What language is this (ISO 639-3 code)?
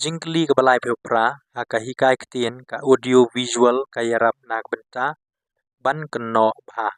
kha